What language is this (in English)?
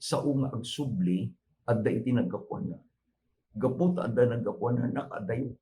Iloko